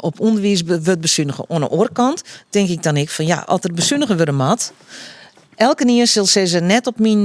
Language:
Western Frisian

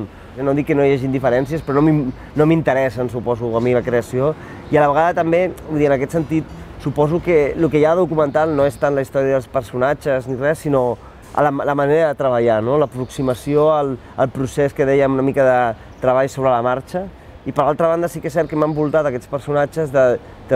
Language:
Catalan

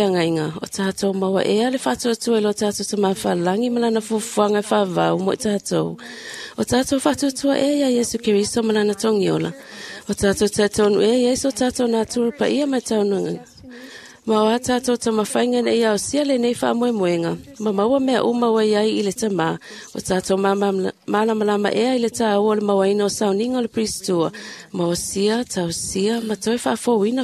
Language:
Samoan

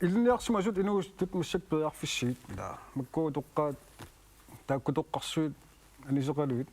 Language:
Kalaallisut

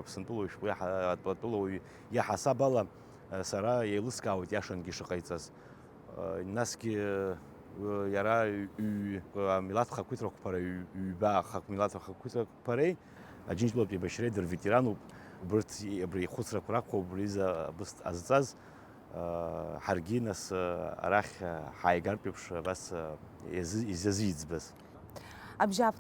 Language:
Abkhazian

